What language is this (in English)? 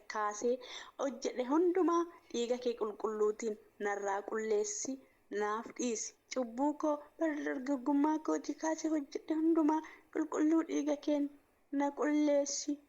Oromo